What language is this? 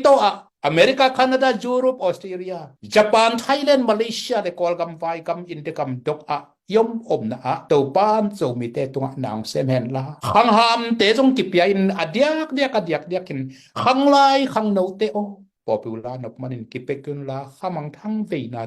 Tedim Chin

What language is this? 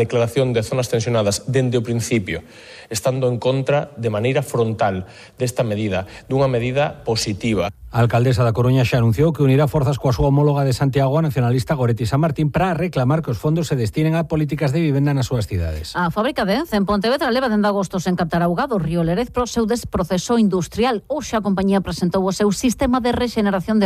Galician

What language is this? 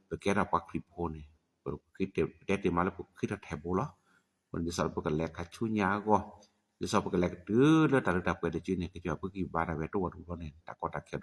S'gaw Karen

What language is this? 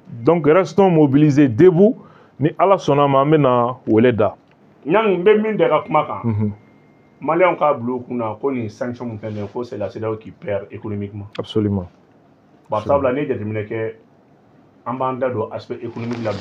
Bambara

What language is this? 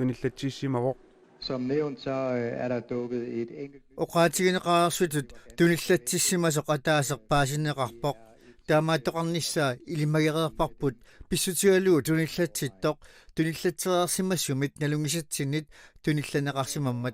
Kalaallisut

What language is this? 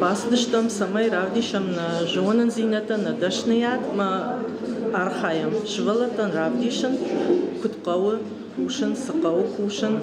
Ossetic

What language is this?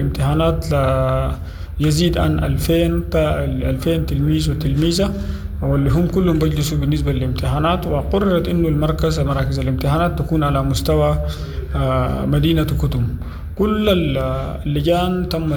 Sudanese Arabic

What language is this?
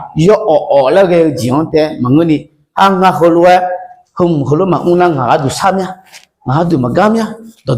Akha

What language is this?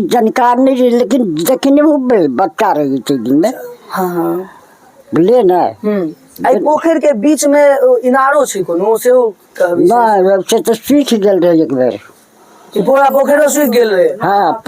Maithili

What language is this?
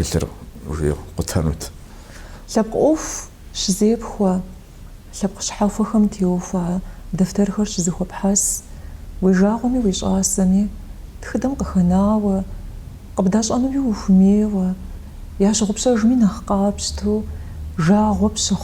Kabardian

